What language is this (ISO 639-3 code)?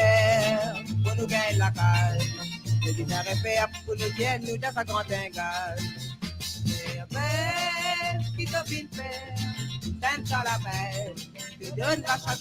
mfe